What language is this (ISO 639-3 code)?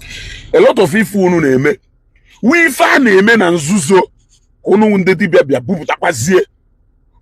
ibo